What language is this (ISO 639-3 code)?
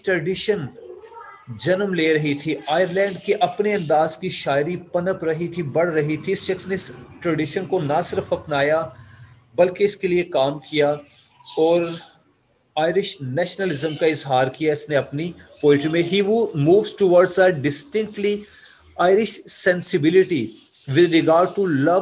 urd